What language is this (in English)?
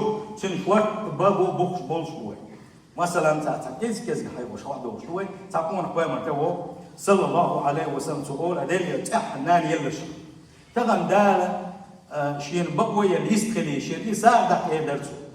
Chechen